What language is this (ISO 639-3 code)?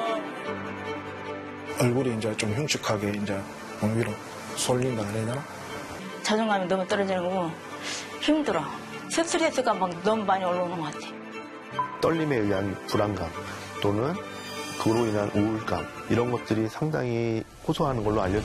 kor